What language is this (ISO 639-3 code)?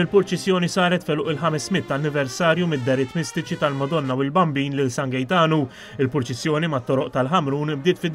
mlt